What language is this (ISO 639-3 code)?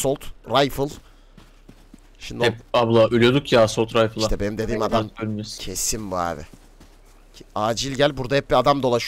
tur